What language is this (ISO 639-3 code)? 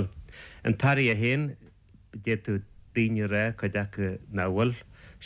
gle